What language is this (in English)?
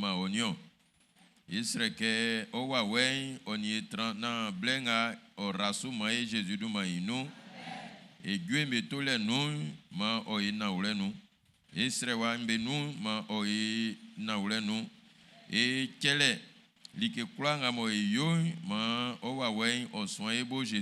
Baoulé